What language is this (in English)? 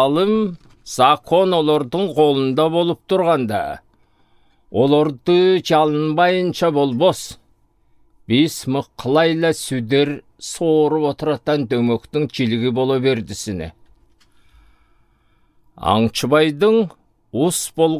Southern Altai